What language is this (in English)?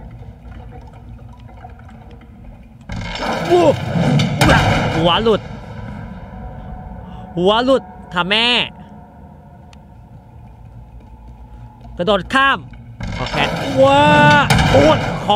Thai